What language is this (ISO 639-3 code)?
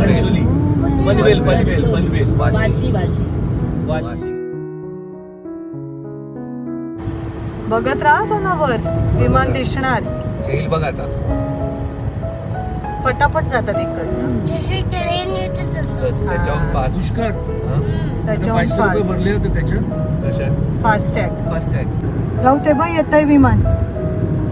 mar